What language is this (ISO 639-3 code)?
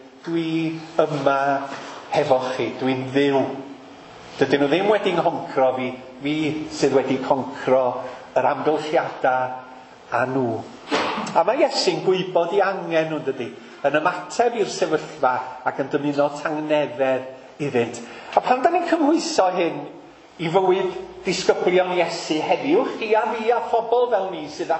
cym